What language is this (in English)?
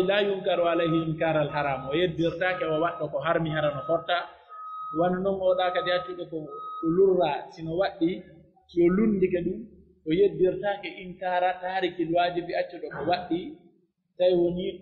Pular